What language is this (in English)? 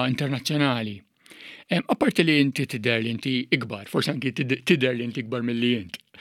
Maltese